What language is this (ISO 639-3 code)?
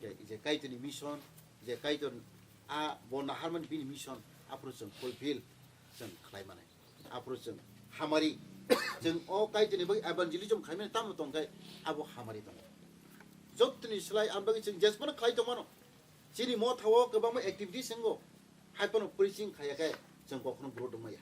trp